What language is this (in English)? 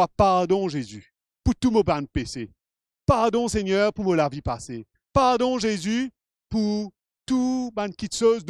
Morisyen